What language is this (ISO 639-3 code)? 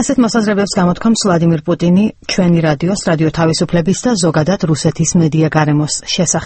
kat